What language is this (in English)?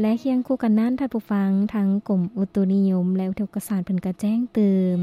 Lao